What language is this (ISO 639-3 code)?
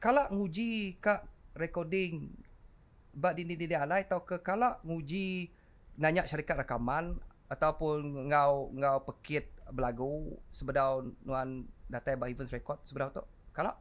iba